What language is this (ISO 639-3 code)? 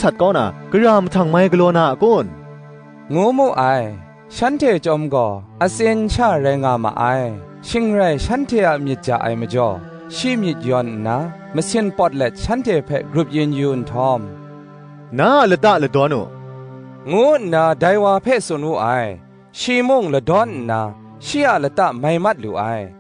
kac